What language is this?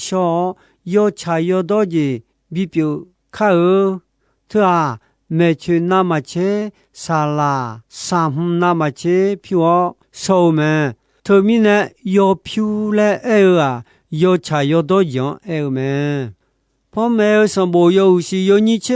Akha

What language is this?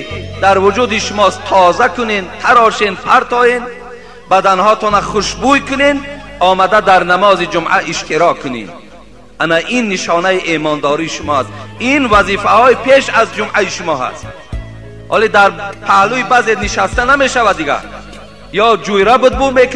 Tajik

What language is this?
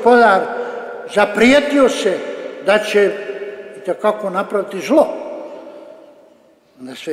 Croatian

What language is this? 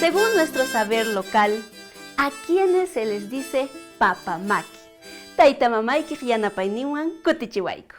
Quechua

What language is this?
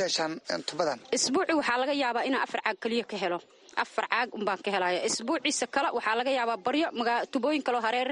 Somali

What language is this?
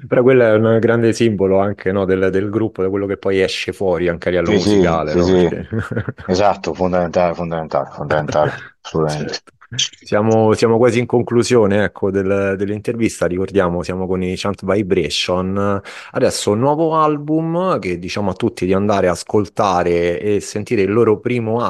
Italian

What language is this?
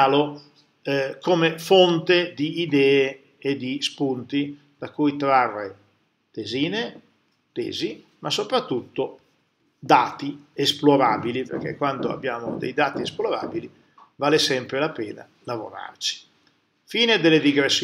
Italian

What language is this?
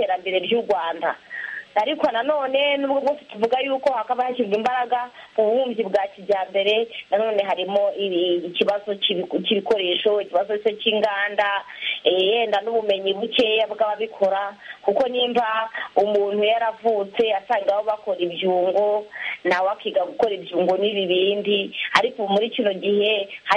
Kinyarwanda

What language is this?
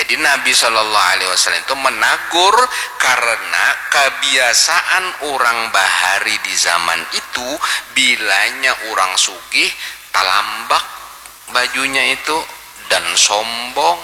Banjar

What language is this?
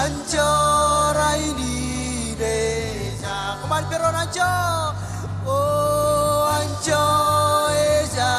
Marshallese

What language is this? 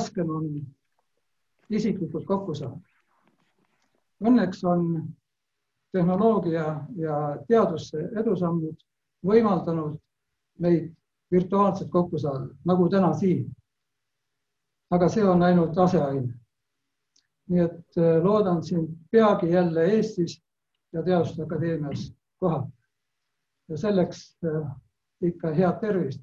Estonian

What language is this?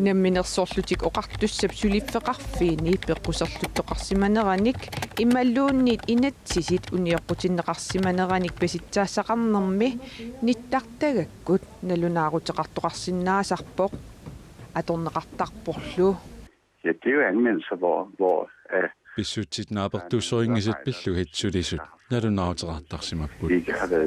Kalaallisut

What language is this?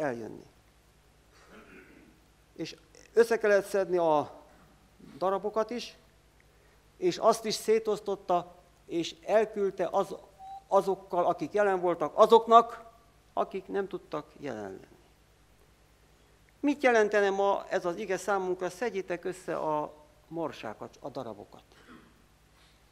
Hungarian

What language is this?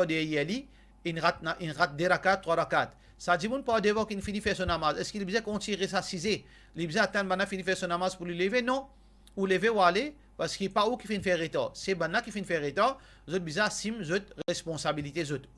Morisyen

